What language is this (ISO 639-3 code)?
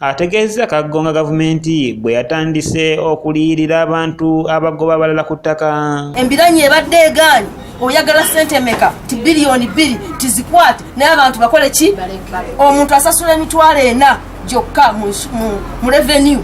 lug